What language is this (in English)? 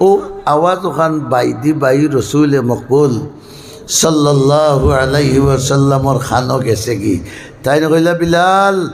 Sylheti